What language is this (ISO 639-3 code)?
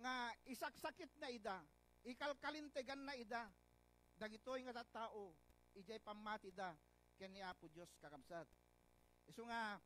ilo